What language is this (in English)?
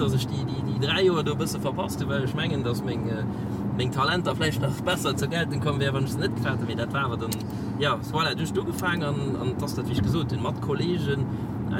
Luxembourgish